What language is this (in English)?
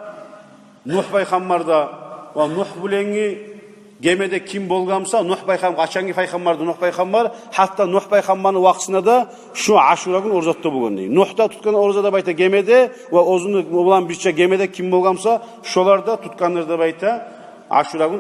Kumyk